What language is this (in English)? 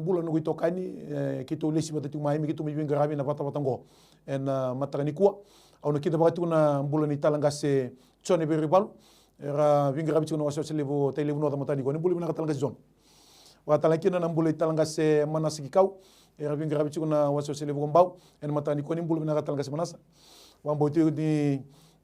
Fijian